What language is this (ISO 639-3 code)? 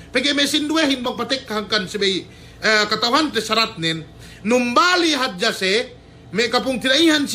yka